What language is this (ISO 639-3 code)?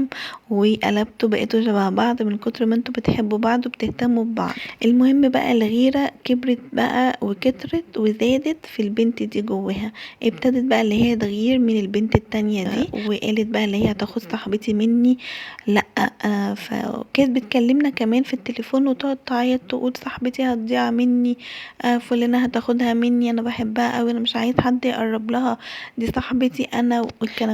arz